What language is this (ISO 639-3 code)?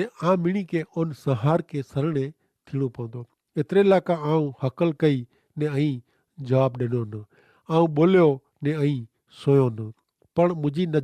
kfr